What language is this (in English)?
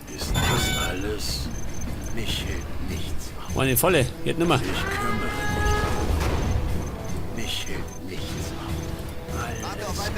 Bavarian